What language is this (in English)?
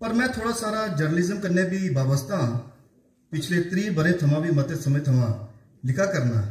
Dogri